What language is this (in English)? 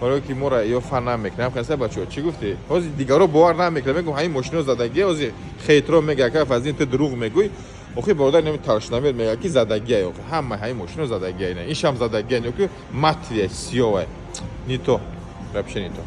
Tajik